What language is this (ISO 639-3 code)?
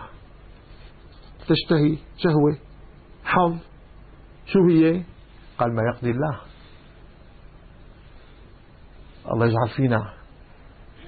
ara